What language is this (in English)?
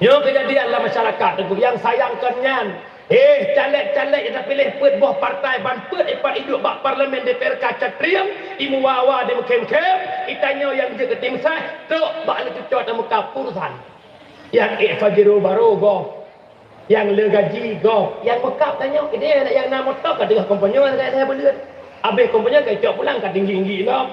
Achinese